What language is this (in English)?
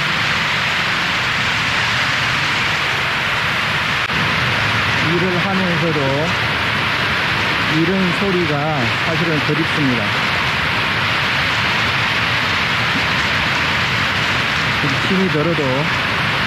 Korean